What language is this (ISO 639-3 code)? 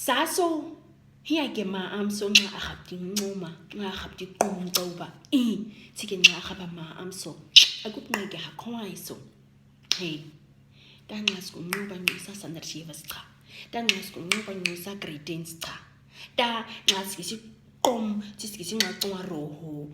naq